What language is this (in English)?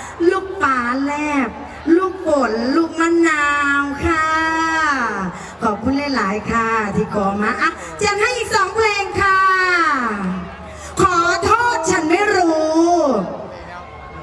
Thai